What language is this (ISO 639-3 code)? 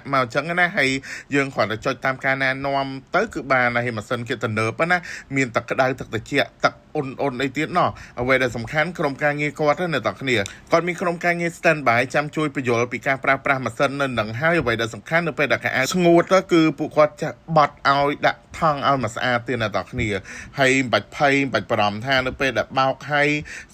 khm